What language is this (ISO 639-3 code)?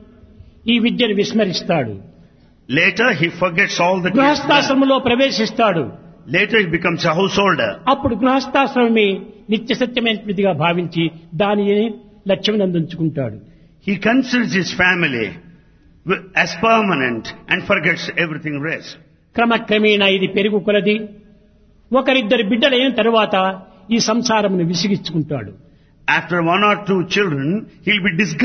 tel